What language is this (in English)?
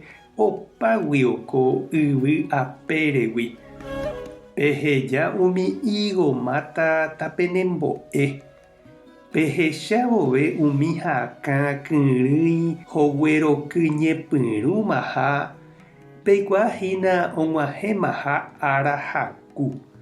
Guarani